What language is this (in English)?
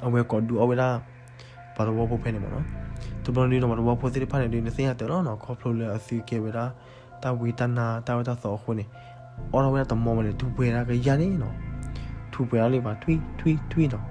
S'gaw Karen